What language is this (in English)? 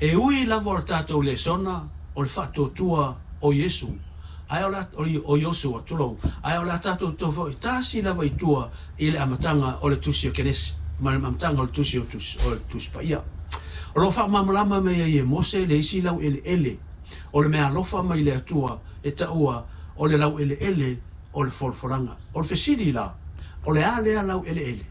Samoan